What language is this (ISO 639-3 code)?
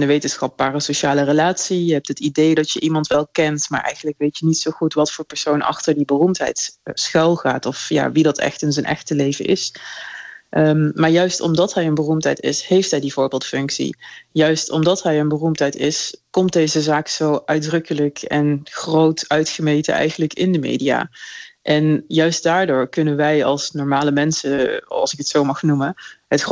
nld